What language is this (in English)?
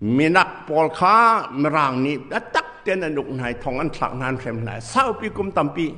Hakha Chin